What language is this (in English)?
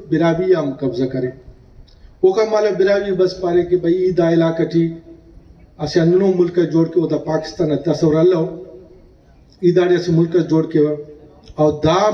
Brahui